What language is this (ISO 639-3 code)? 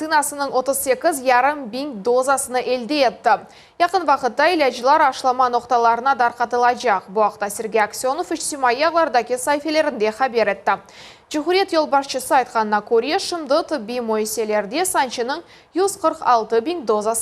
crh